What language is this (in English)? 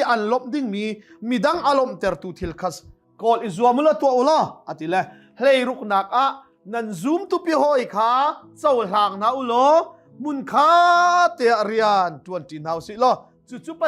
Hakha Chin